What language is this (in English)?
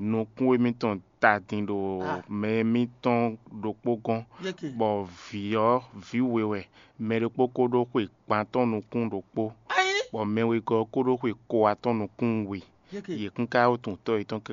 Fon